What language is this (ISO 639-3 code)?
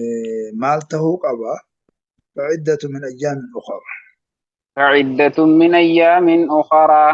orm